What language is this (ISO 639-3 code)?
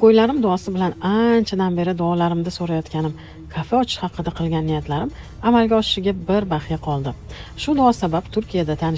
uzb